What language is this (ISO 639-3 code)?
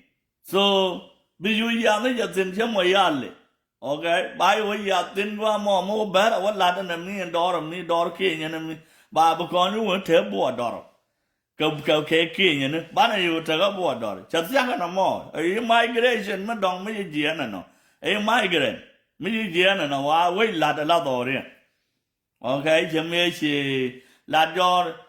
nus